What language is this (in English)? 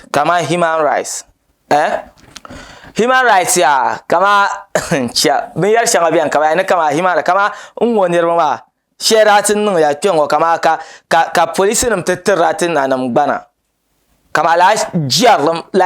Dagbani